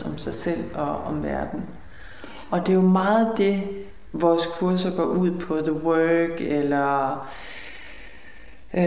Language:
Danish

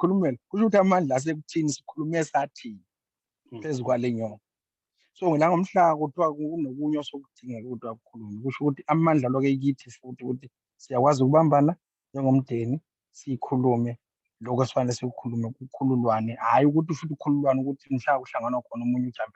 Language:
Zulu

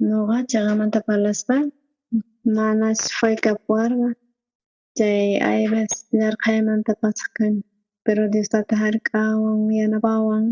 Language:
South Bolivian Quechua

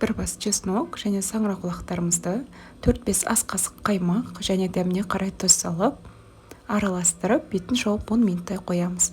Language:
Kazakh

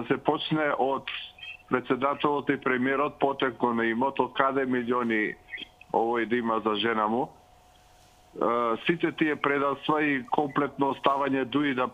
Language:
Macedonian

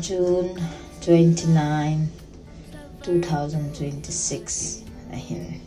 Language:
Hmar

